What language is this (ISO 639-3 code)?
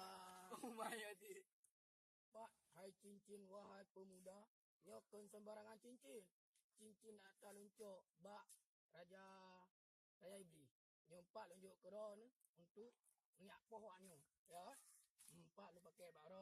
ace